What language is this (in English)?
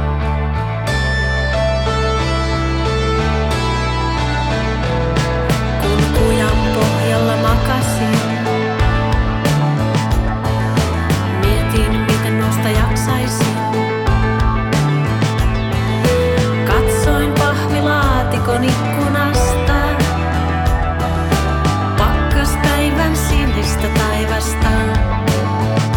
Finnish